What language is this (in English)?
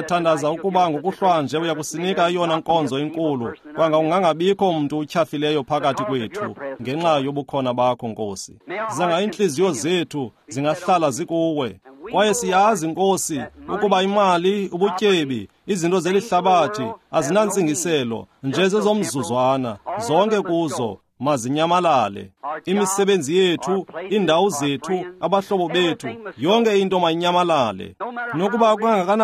Xhosa